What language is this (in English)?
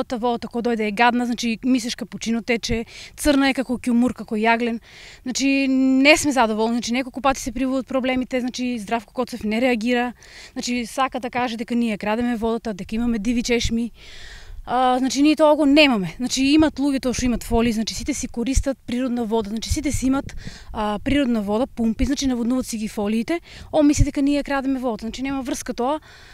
Macedonian